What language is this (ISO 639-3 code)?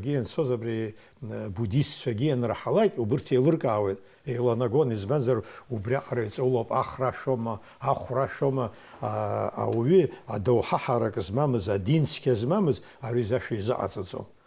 abk